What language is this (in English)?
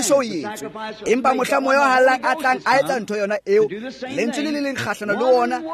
Tswana